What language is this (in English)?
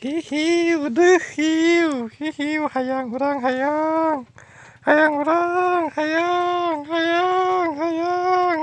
Sundanese